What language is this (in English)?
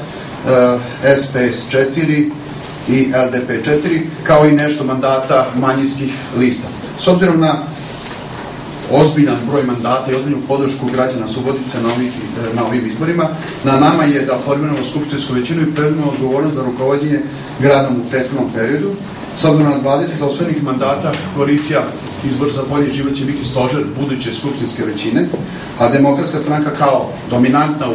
Serbian